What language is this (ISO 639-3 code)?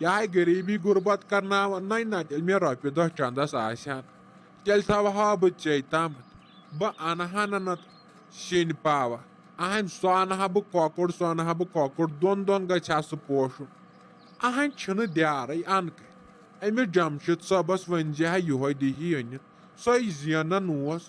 kas